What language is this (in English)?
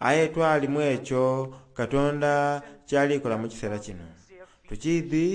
Soga